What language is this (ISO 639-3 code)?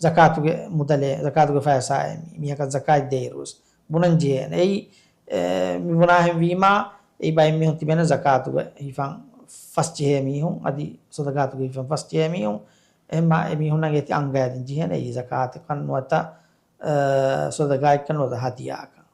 div